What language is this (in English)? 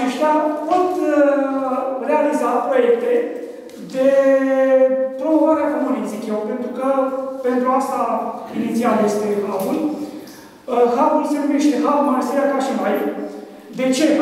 Romanian